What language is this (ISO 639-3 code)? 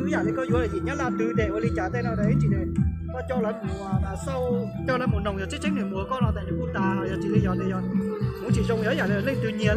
hmn